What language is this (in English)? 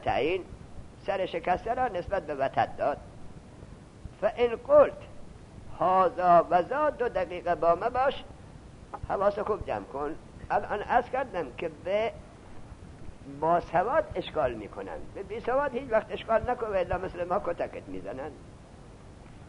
Persian